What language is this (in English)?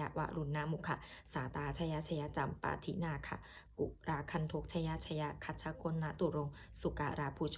Pali